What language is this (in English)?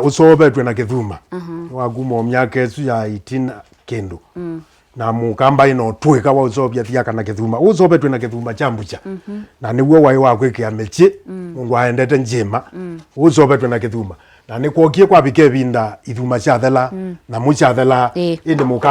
Kamba